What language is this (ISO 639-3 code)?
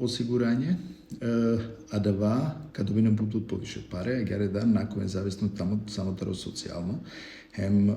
rmn